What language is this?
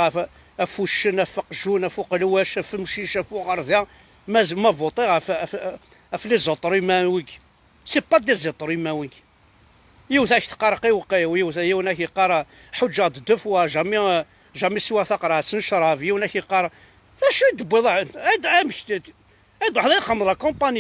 Kabyle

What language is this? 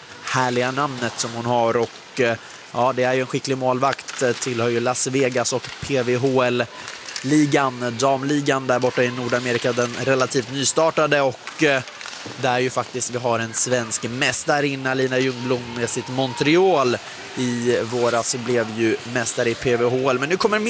Swedish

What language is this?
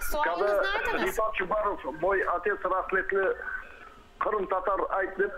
Crimean Tatar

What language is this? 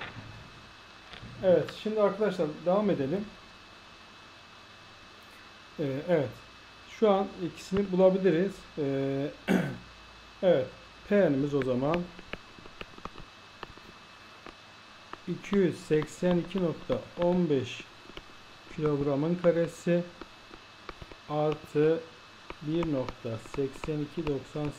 Turkish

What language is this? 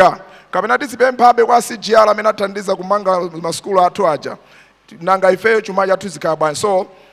Nyanja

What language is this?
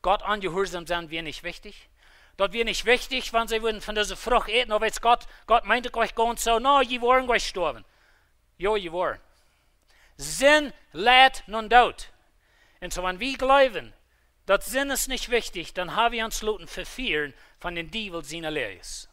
Plautdietsch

